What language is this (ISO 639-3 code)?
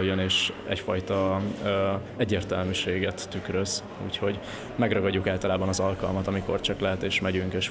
hun